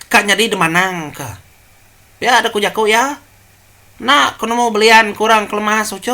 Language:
Iban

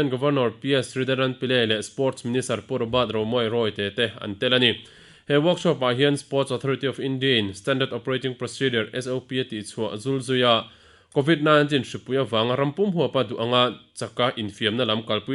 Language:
Mizo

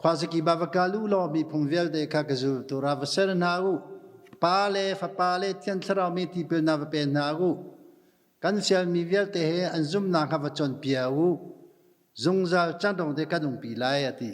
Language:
Hakha Chin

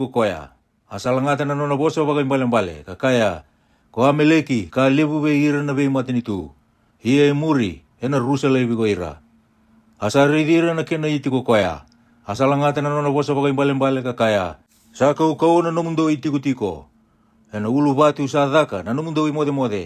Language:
Fijian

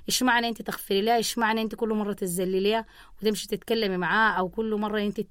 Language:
Sudanese Arabic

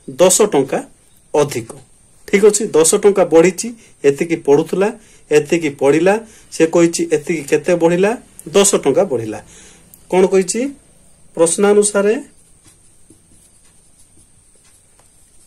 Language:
Odia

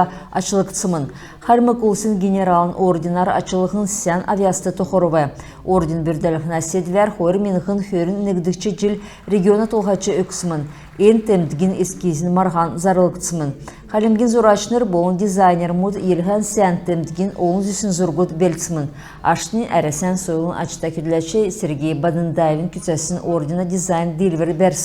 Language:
Kalmyk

